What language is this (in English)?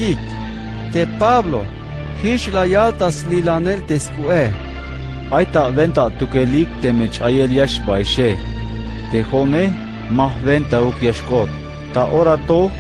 Tzeltal